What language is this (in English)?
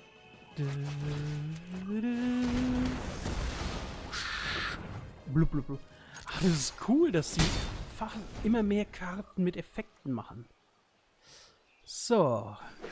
German